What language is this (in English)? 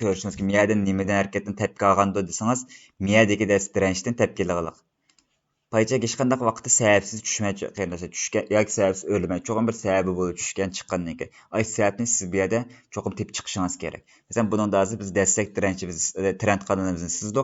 Uyghur